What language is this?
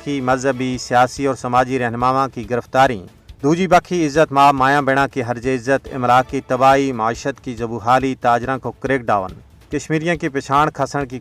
Gujari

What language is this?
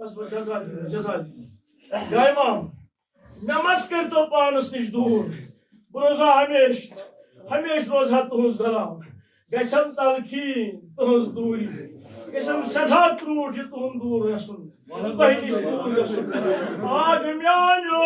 Kashmiri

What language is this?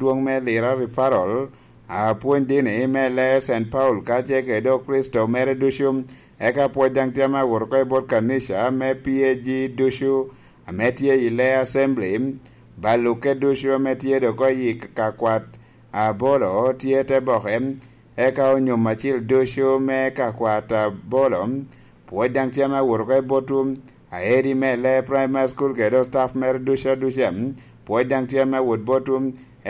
Lango (Uganda)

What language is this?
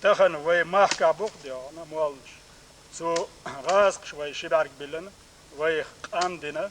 Chechen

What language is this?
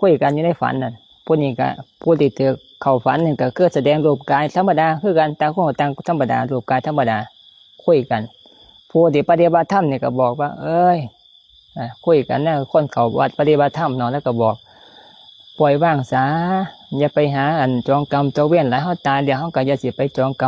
Lao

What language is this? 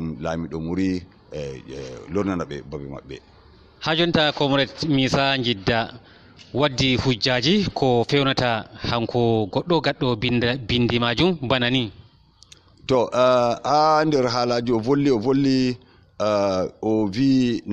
Fula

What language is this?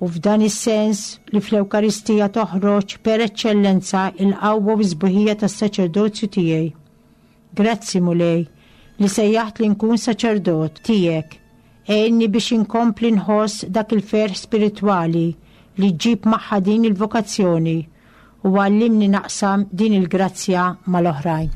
Maltese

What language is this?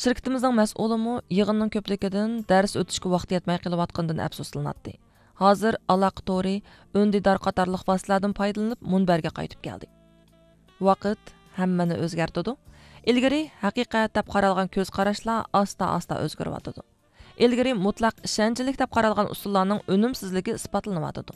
Uyghur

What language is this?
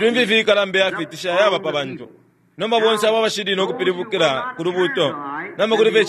Bemba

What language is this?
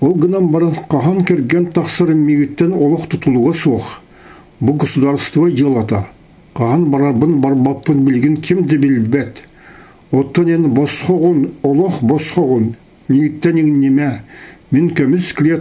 Yakut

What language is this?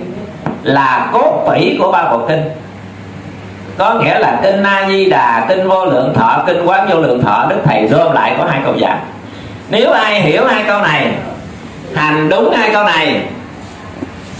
Vietnamese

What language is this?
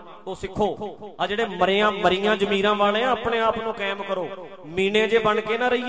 Punjabi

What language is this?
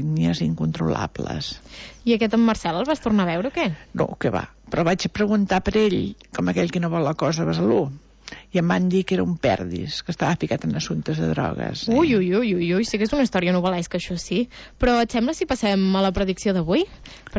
Catalan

